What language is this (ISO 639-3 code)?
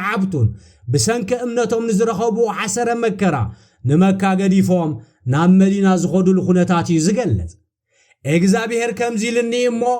tir